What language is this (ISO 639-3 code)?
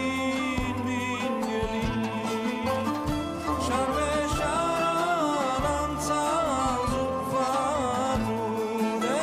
eus